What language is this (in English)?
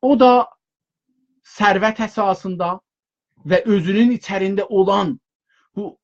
South Azerbaijani